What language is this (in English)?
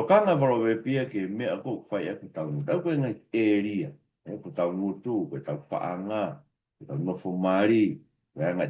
Tongan